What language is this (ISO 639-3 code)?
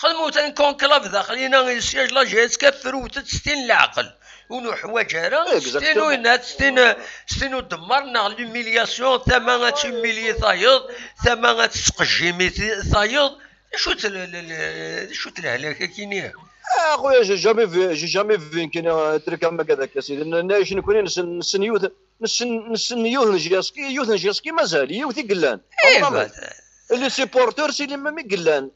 kab